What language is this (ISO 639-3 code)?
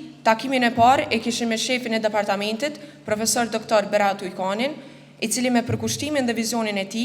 sqi